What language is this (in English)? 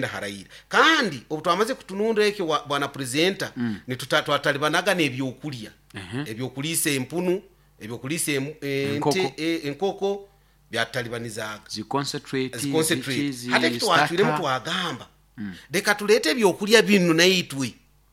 Nyoro